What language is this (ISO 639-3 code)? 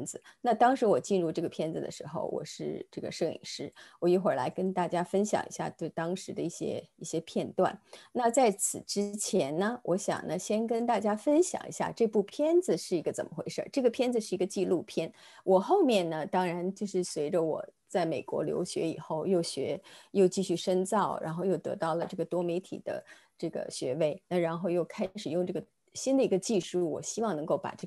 zho